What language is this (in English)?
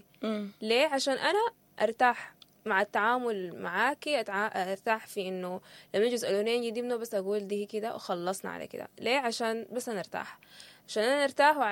Sudanese Arabic